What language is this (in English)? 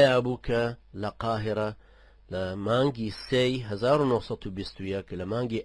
Central Kurdish